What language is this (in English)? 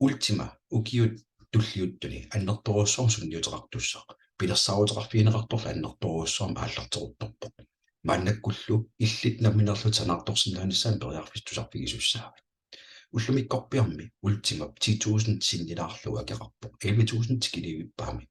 Kalaallisut